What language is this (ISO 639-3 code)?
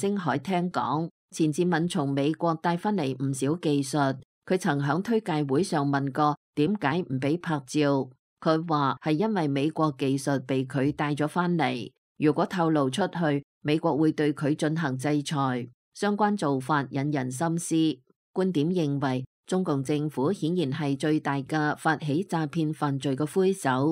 yue